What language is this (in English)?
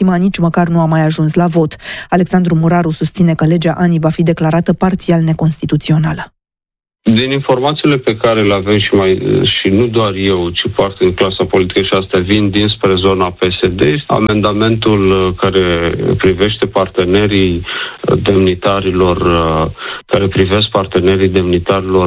Romanian